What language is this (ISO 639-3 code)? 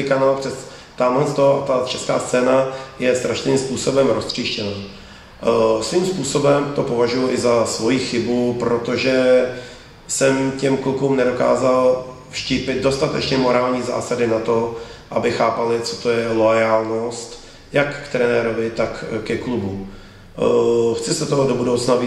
ces